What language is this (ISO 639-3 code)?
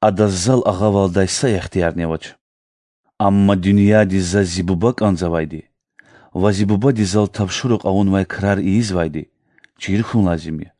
lez